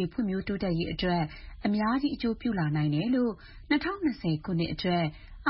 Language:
Burmese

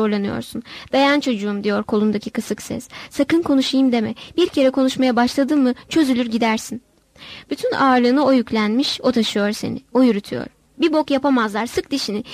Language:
Turkish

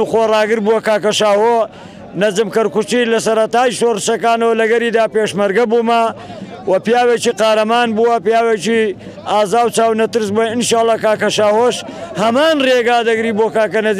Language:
Central Kurdish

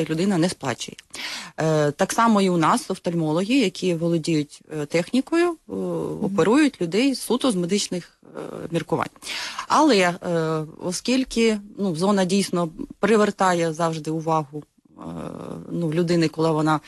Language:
Ukrainian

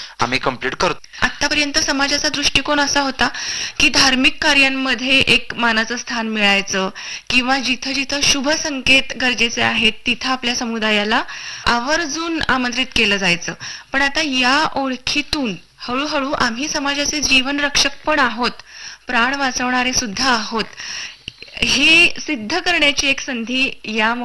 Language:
Marathi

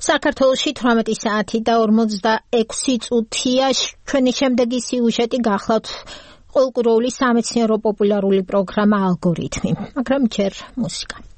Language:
Georgian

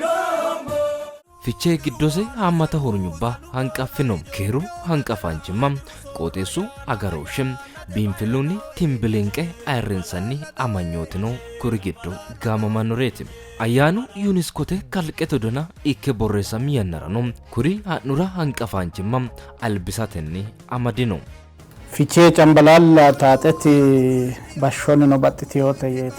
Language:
Sidamo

